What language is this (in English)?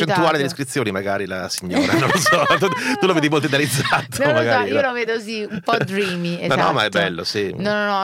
Italian